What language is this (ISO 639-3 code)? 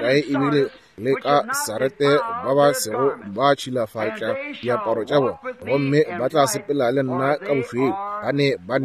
nso